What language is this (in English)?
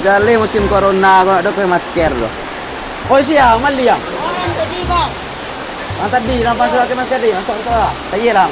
Minangkabau